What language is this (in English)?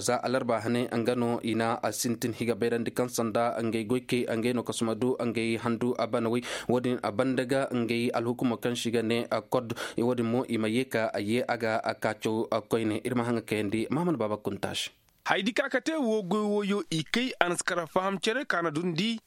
Koyraboro Senni